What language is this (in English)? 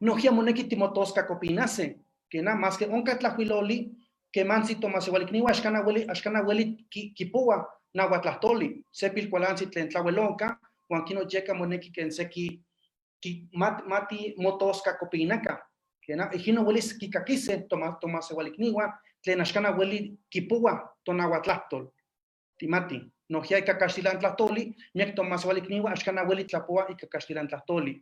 Eastern Huasteca Nahuatl